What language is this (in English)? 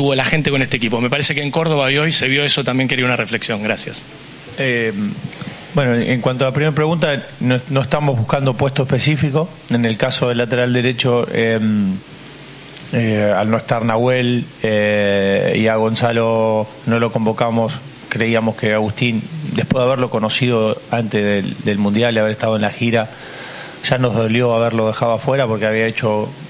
Spanish